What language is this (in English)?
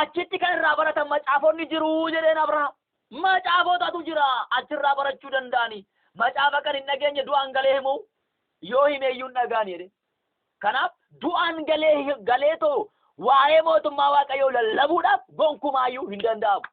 Oromo